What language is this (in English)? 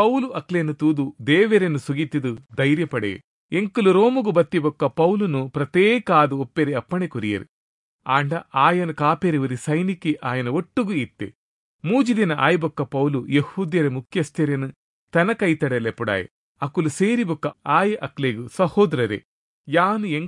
Tulu